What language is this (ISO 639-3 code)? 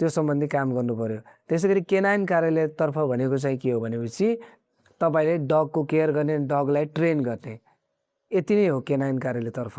nep